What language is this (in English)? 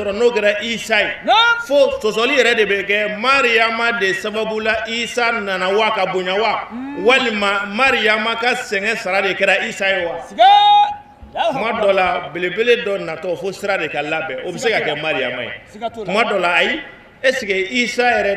Bambara